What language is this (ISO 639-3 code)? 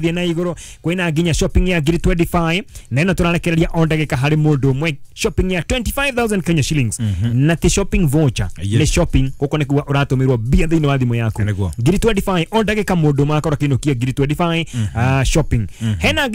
kik